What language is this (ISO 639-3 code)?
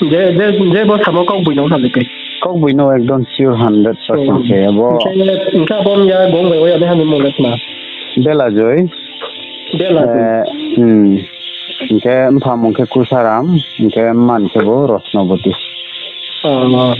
ria